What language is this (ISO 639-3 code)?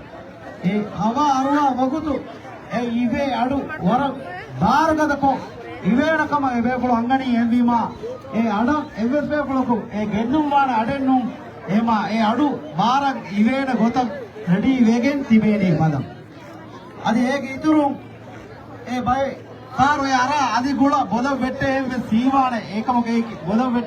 div